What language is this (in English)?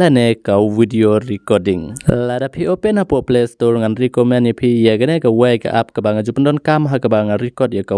Khasi